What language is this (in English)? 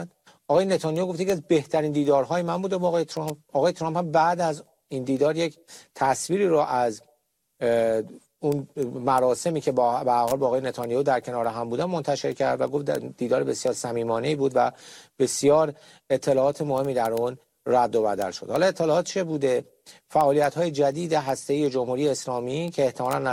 Persian